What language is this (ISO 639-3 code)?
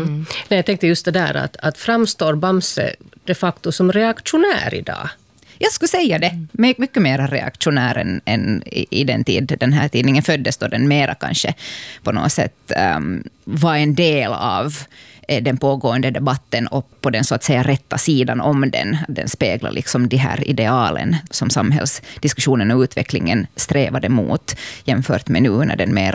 swe